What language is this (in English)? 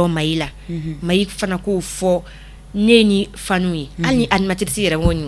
Bambara